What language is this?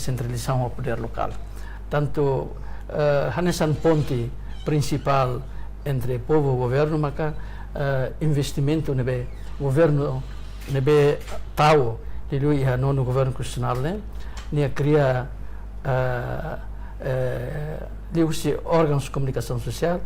Tetum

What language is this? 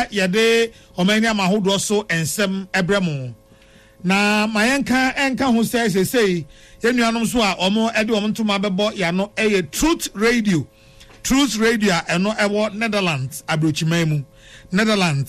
Akan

